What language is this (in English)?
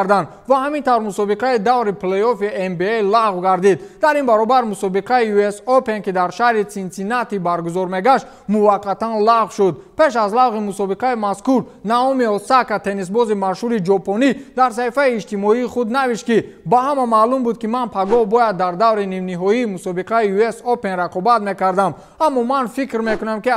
Tajik